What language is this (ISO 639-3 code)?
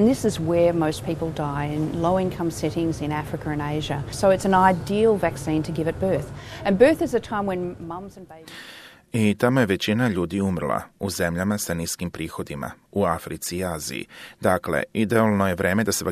hrv